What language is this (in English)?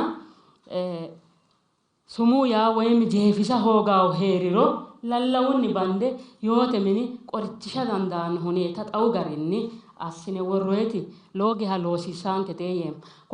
Sidamo